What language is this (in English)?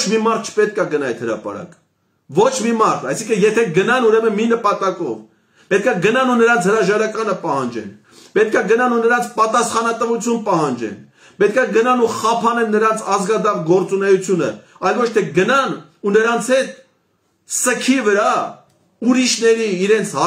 Armenian